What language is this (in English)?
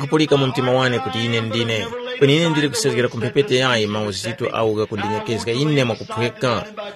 Tumbuka